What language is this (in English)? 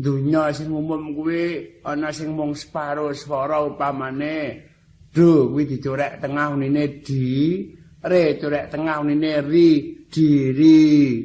Javanese